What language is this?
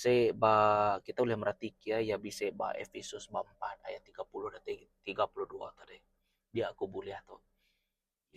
Iban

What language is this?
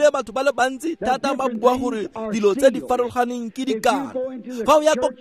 Tswana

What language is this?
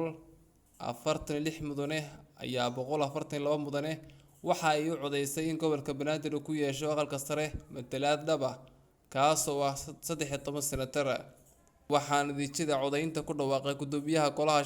Somali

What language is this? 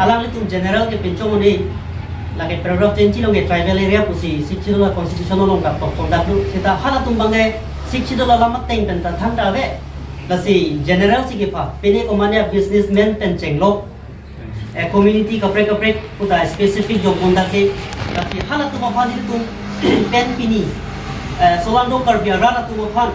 Karbi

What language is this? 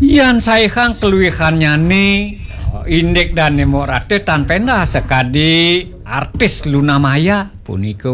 Balinese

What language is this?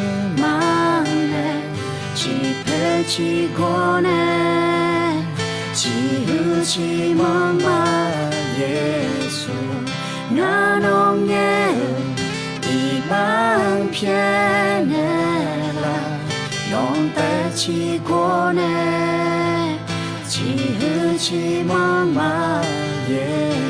Akha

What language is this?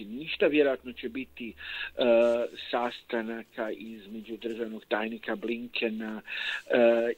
Croatian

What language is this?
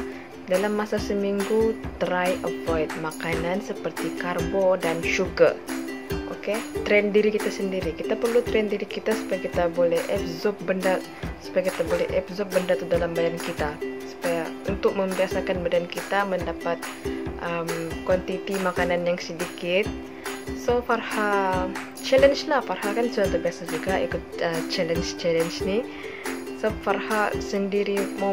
Malay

